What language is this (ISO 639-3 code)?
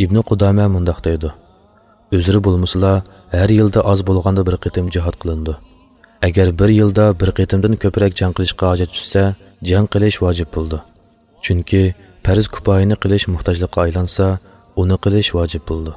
uig